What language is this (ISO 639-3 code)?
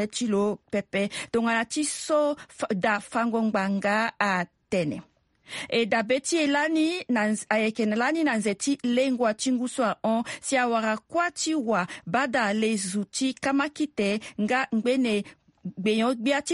sag